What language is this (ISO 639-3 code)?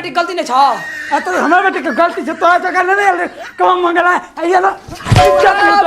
mai